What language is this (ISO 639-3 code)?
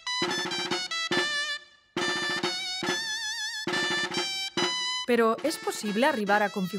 cat